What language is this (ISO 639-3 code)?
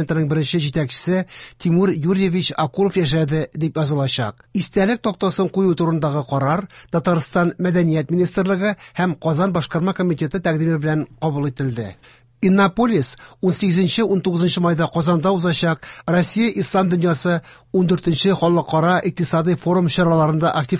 tat